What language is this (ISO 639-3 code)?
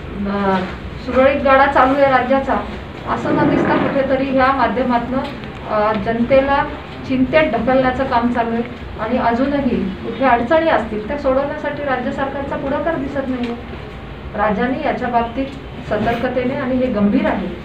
mar